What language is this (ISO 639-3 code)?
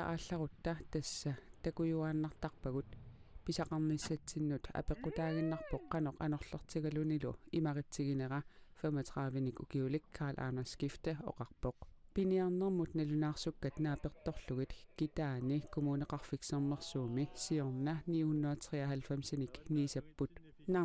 kal